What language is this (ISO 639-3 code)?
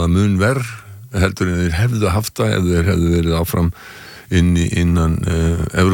isl